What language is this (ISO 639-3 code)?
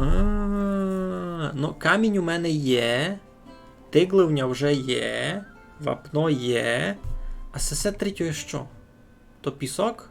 rue